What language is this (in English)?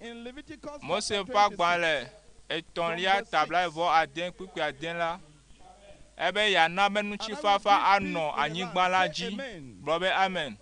Ewe